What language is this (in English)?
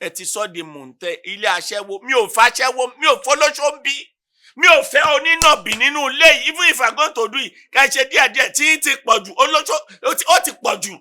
Yoruba